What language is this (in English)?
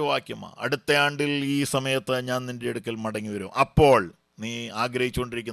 Malayalam